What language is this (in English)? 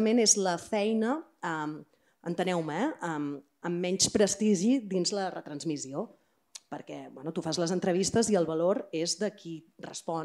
Catalan